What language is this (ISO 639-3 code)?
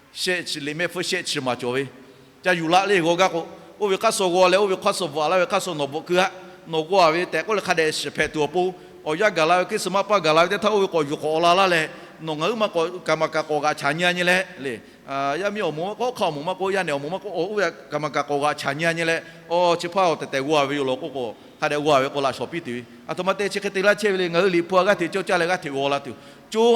lhu